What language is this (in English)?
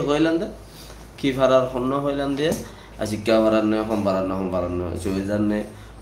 Rohingya